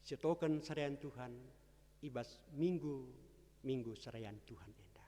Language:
Batak Karo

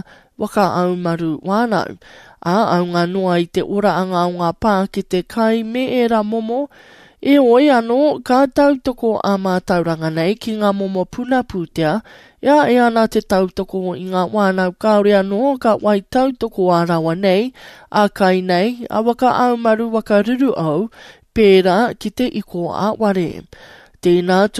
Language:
Māori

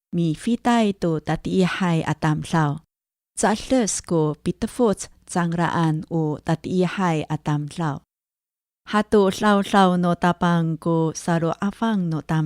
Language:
Amis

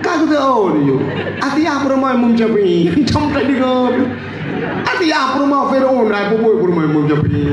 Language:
Achinese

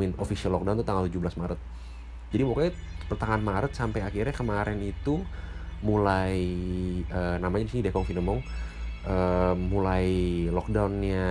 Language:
Indonesian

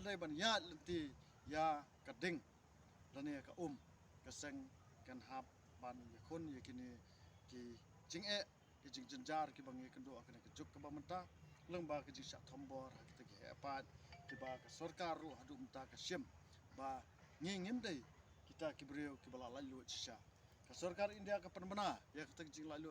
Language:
Khasi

